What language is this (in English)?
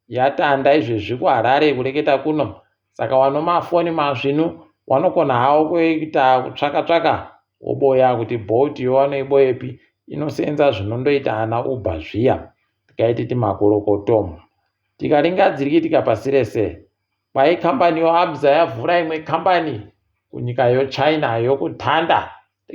Ndau